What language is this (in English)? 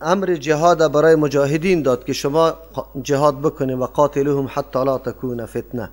Persian